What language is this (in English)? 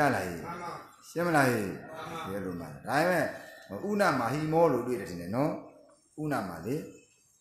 Burmese